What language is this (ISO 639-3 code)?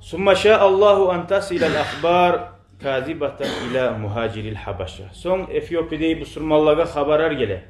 kum